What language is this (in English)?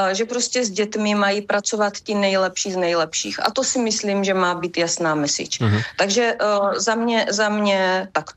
Czech